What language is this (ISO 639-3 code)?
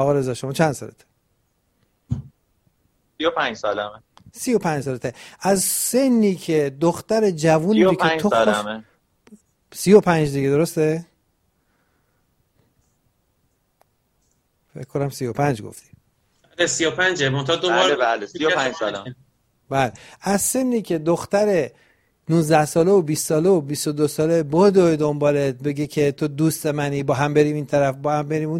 fas